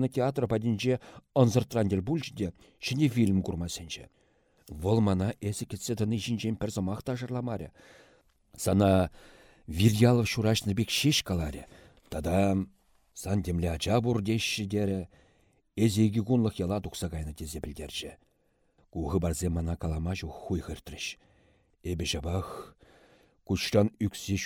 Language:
Chuvash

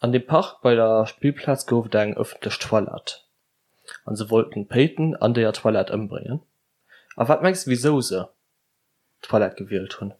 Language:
Luxembourgish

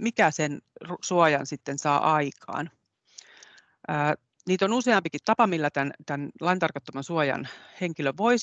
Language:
Finnish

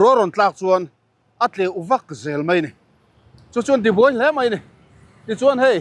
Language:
Mizo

